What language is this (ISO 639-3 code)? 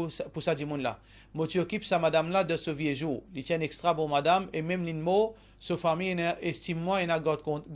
mfe